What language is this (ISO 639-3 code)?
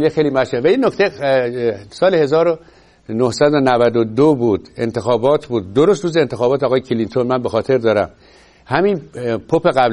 fas